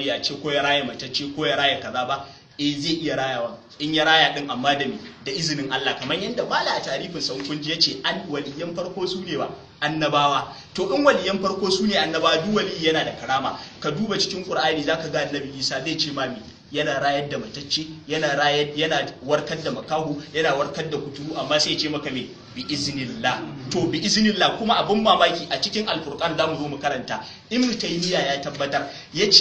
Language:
Hausa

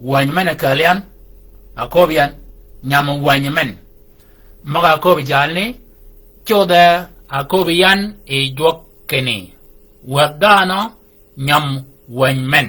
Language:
Shilluk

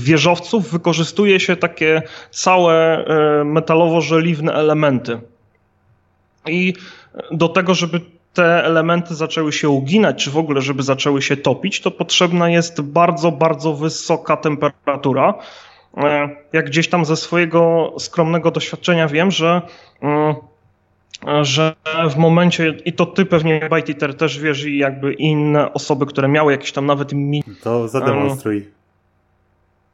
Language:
Polish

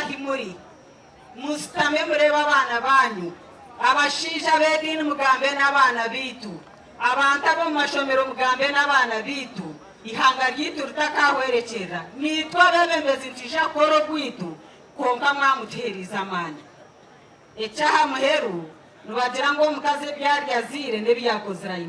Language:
Nyankole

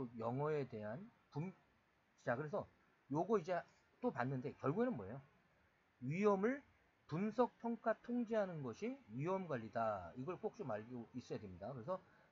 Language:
Korean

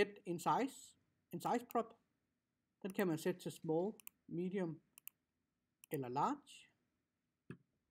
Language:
Danish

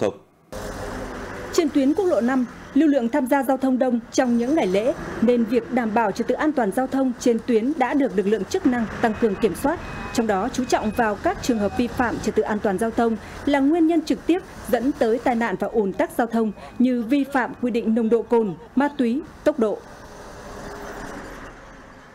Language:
Vietnamese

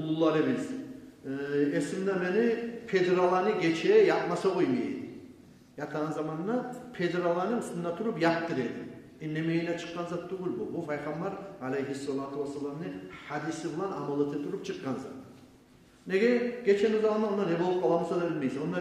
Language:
Kumyk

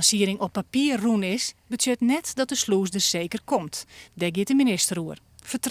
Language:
Western Frisian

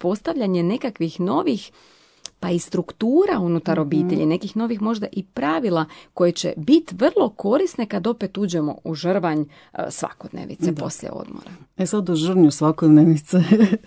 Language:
Croatian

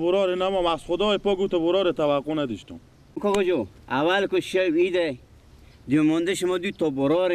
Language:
Persian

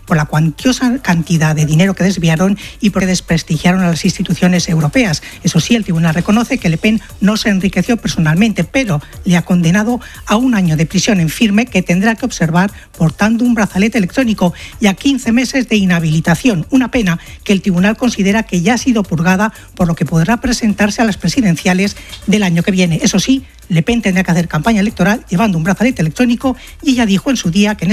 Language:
Spanish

